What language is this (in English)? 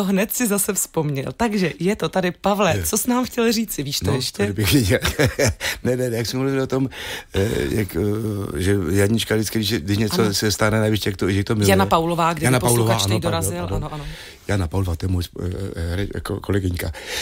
Czech